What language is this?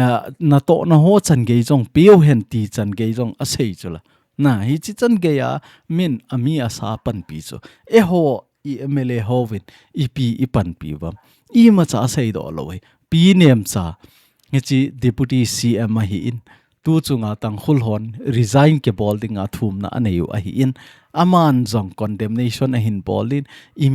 Thado Chin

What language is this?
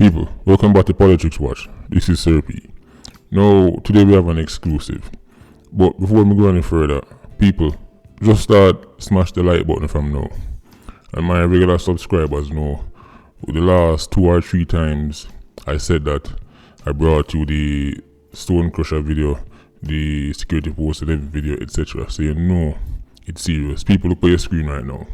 Jamaican Creole English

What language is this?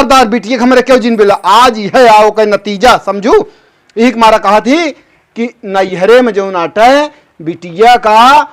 Awadhi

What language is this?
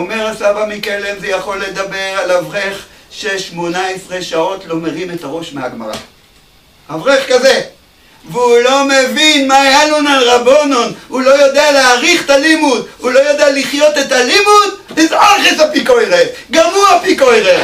Hebrew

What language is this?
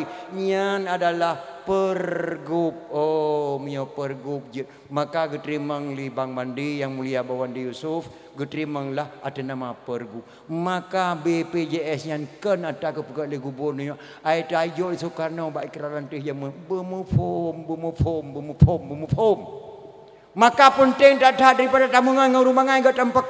Achinese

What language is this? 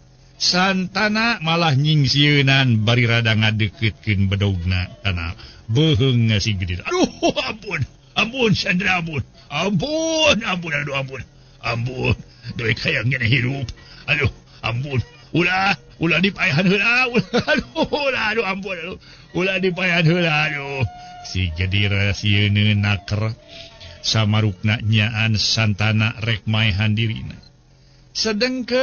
Sundanese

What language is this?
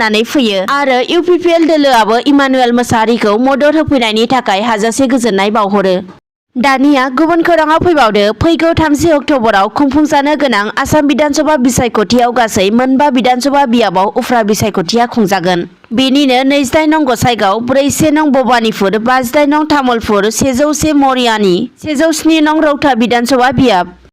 Bodo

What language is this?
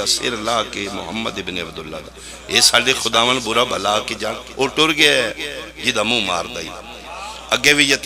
Pahari-Potwari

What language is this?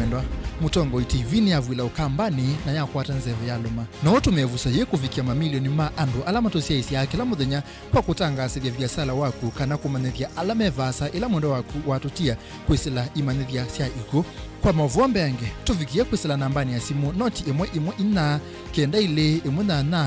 Kamba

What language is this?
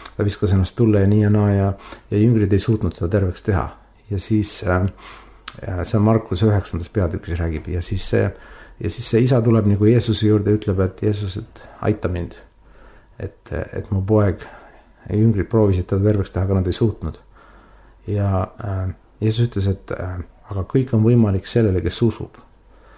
Estonian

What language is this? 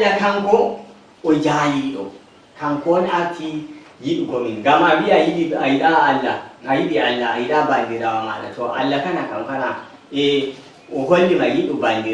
Nigerian Fulfulde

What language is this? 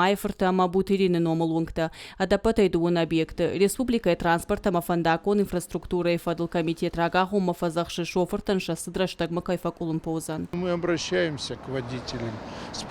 Ossetic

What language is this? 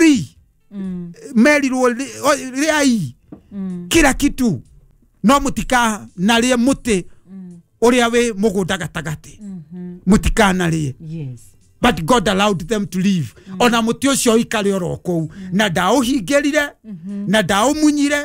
Kikuyu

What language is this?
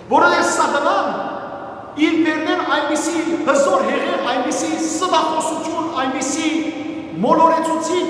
Western Armenian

